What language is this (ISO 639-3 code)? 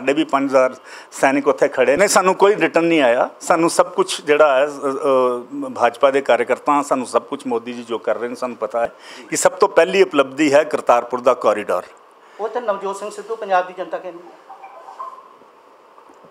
pan